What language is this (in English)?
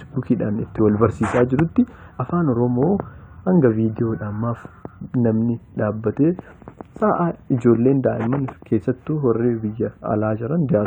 Oromo